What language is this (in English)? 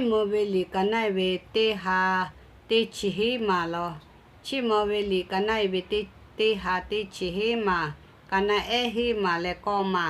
Lahu